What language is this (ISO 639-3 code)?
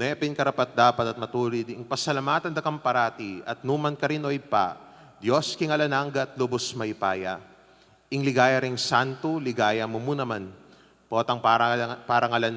pam